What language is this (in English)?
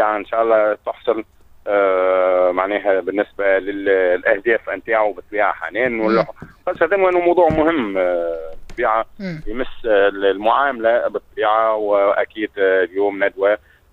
Tunisian Arabic